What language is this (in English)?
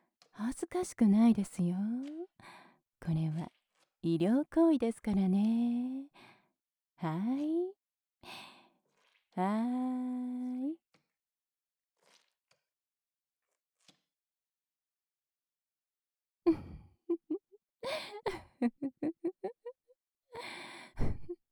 Japanese